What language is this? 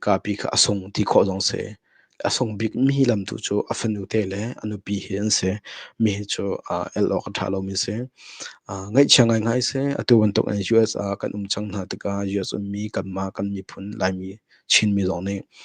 Hakha Chin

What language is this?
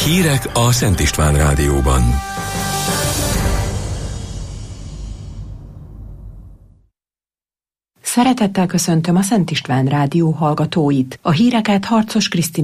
Hungarian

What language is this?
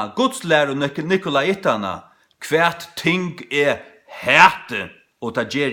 Faroese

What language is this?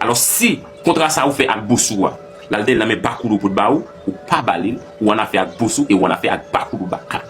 Haitian Creole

